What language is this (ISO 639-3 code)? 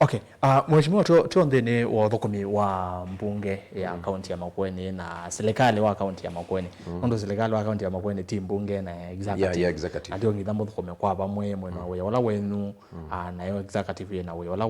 kam